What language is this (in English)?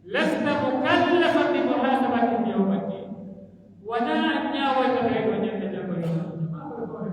Pular